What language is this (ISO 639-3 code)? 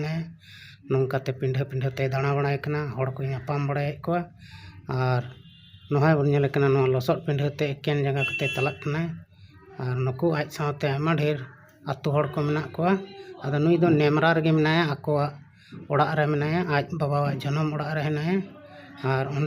sat